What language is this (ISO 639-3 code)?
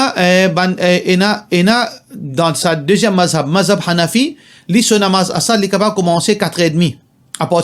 mfe